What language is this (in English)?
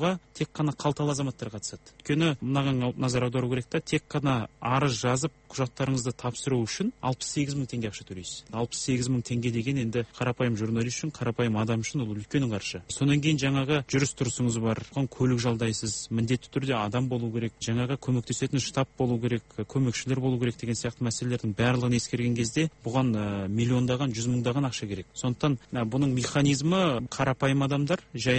Kazakh